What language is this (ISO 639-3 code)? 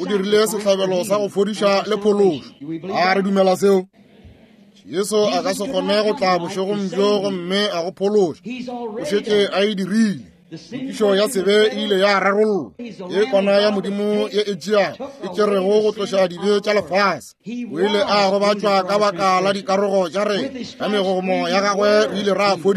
nso